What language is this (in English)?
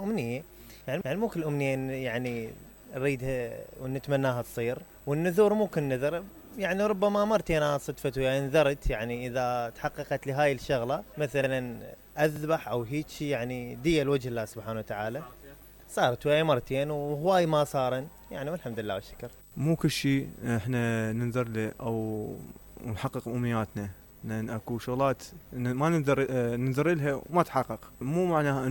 Mesopotamian Arabic